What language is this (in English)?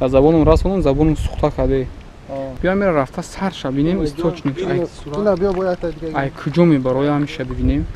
Tajik